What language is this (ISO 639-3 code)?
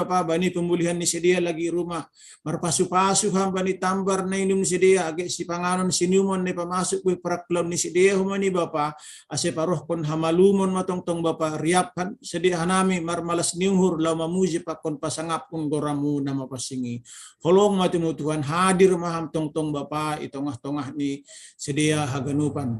bts